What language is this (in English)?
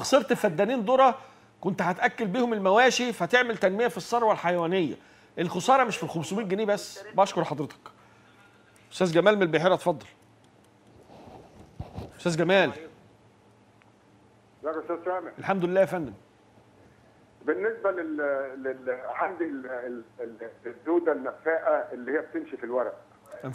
Egyptian Arabic